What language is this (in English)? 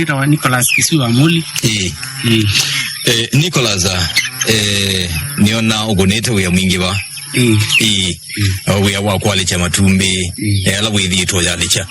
Kamba